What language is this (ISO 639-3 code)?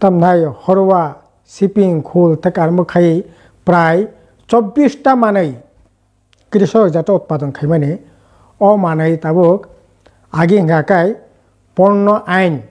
trp